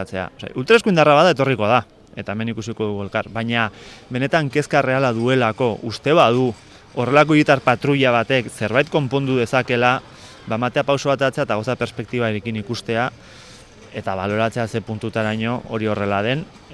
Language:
Basque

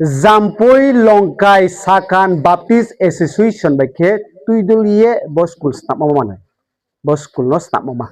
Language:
Riang (India)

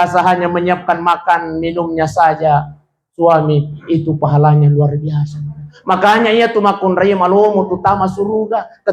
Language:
Buginese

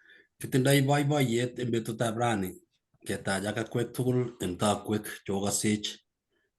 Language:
Kalenjin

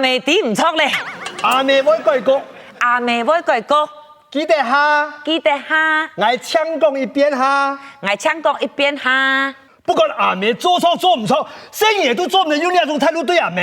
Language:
Hakka Chinese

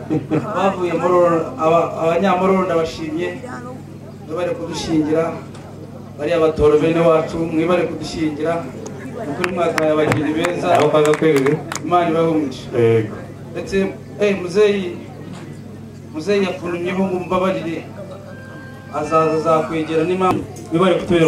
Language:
Kinyarwanda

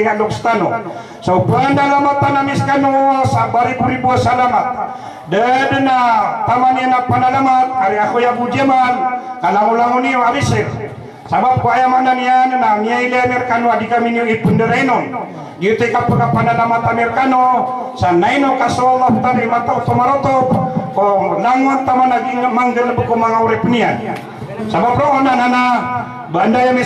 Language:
Maranao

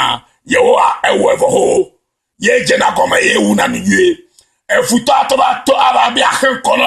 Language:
Ewe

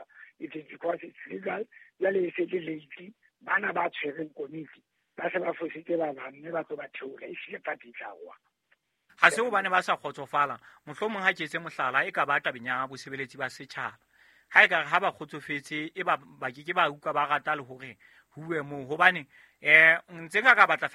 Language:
Southern Sotho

